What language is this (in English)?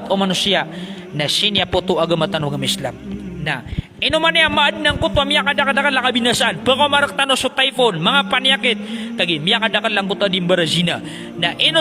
Maranao